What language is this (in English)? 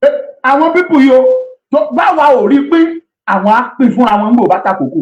Yoruba